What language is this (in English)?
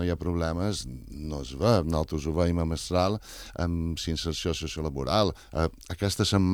Catalan